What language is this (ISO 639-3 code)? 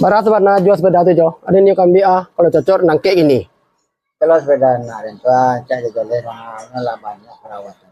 min